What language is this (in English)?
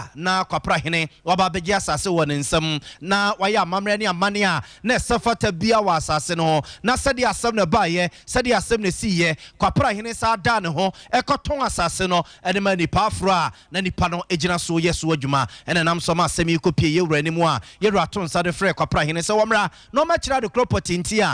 Akan